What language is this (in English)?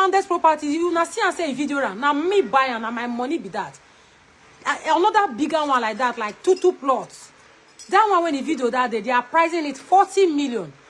Nigerian Pidgin